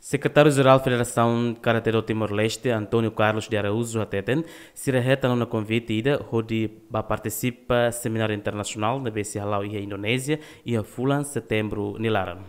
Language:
Tetum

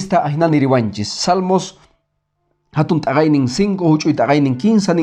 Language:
Quechua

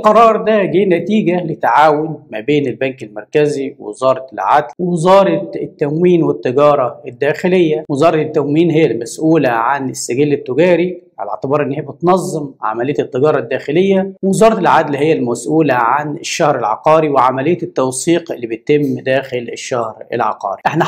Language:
Egyptian Arabic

